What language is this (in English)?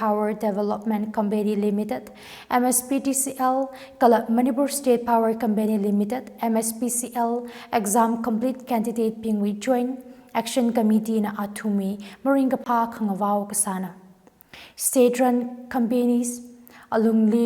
Tangkhul Naga (India)